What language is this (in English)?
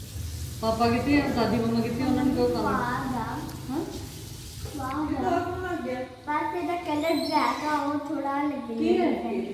Punjabi